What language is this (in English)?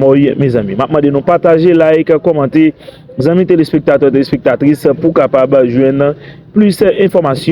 Haitian Creole